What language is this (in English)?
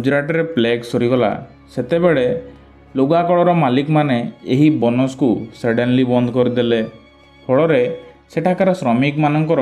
Odia